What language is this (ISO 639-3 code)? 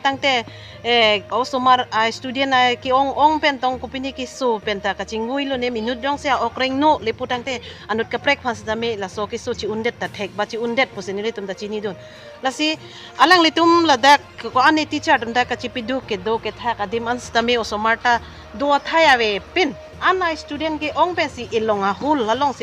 mjw